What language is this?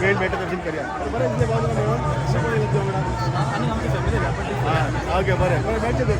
Konkani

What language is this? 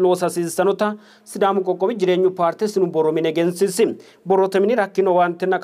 Sidamo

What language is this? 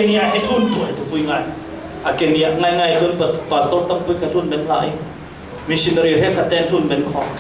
Falam Chin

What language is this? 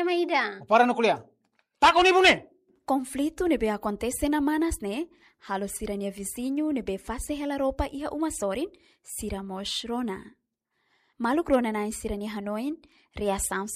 Tetum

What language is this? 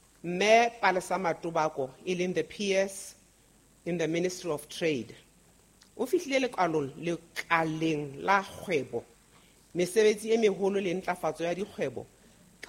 Southern Sotho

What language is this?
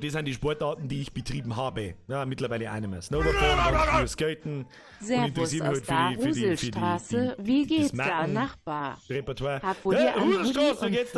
Bavarian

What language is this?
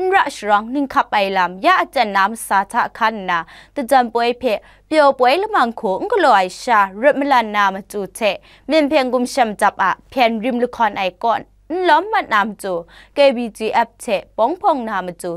Kachin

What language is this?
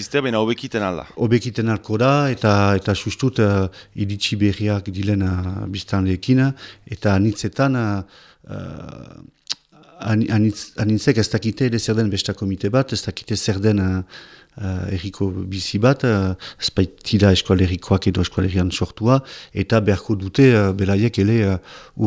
Basque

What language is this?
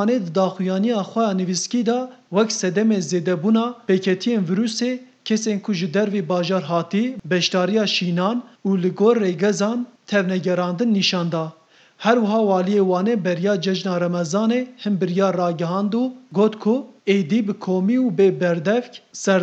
Kurdish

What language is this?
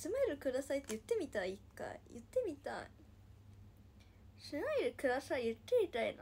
Japanese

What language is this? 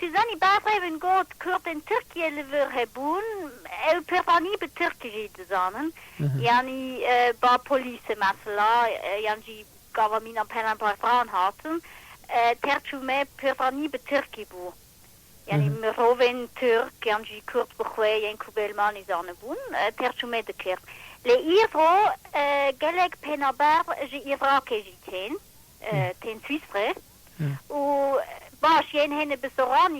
Kurdish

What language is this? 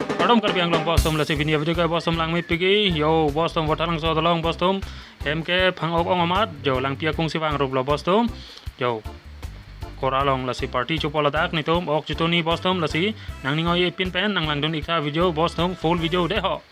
Karbi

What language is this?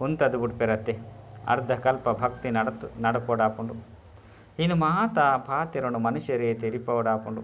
Tulu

